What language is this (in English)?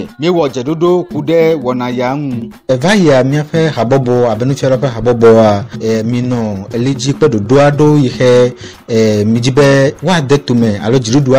Ewe